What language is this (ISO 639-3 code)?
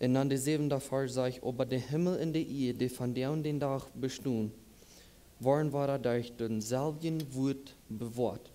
pdt